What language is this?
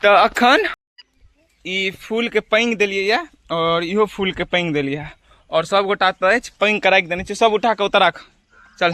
Maithili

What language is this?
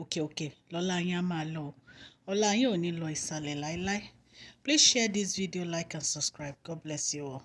Yoruba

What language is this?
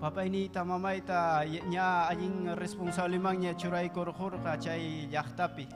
Ayacucho Quechua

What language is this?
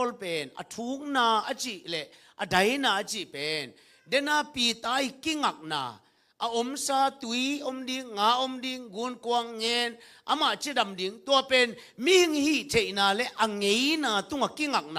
Tedim Chin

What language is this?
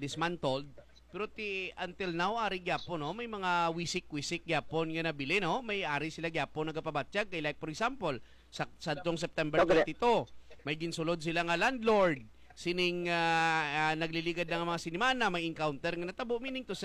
Hiligaynon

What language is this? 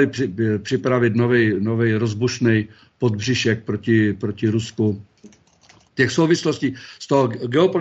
Czech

